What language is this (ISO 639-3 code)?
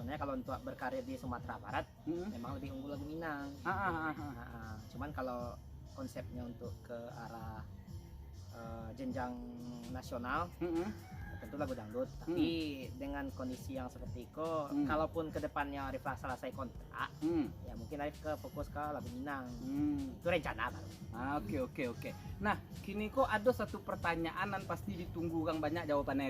min